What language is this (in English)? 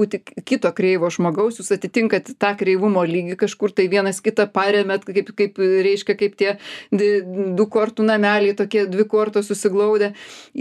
Lithuanian